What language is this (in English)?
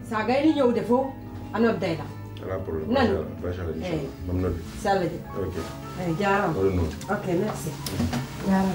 Pular